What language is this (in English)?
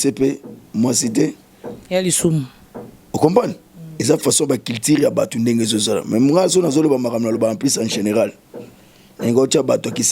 Lingala